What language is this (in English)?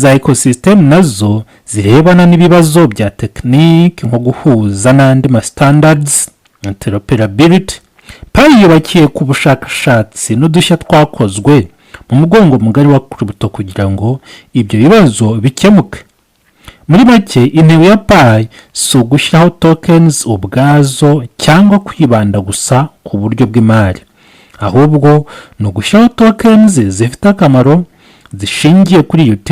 Kinyarwanda